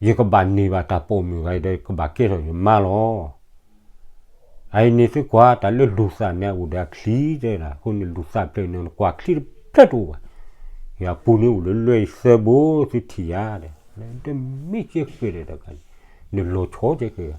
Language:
S'gaw Karen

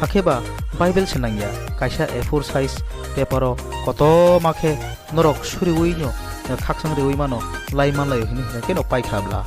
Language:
Kok Borok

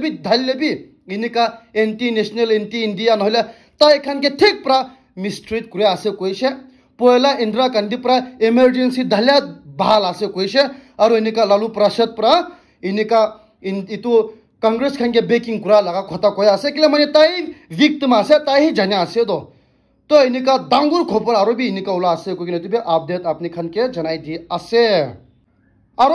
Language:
Naga Pidgin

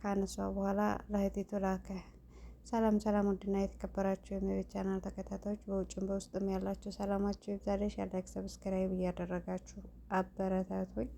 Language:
Amharic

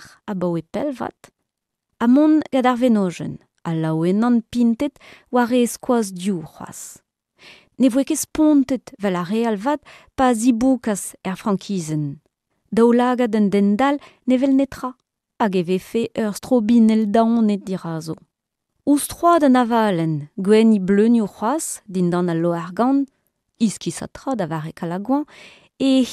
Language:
Breton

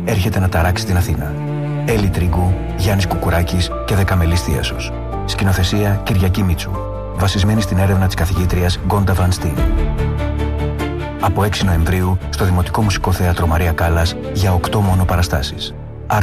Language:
Greek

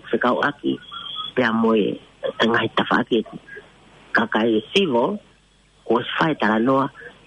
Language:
Tongan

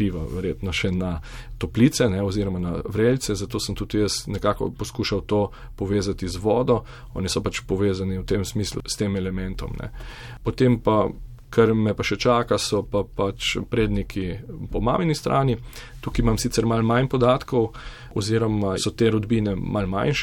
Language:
Slovenian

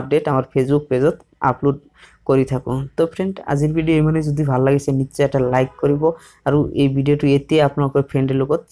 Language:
Assamese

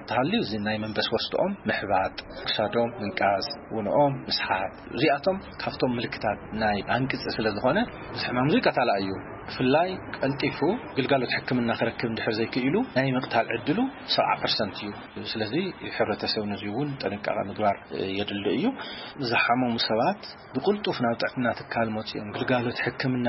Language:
Tigrinya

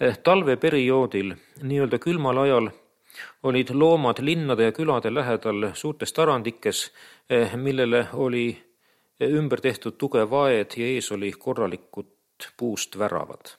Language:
Estonian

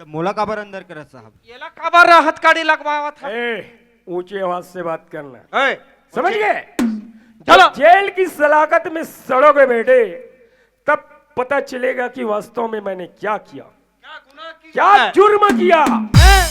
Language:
Chhattisgarhi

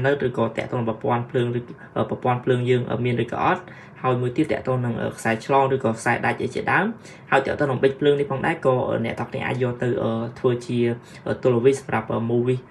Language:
Khmer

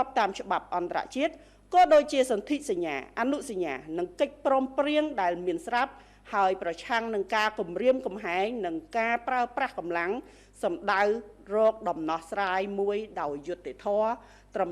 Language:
Khmer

